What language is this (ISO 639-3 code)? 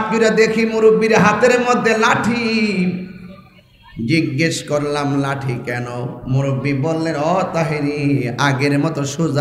ben